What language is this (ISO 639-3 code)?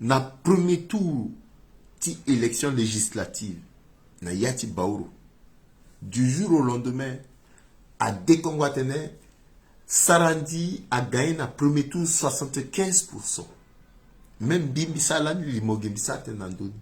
sag